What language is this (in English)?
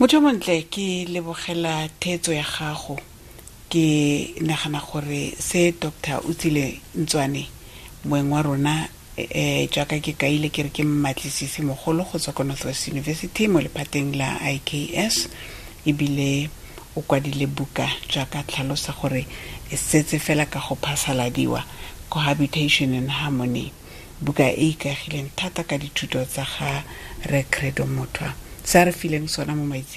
Tswana